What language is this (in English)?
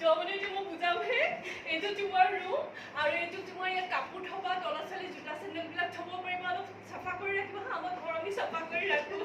Assamese